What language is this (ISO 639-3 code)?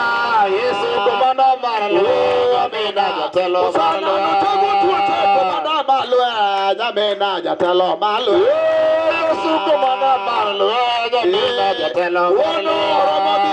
luo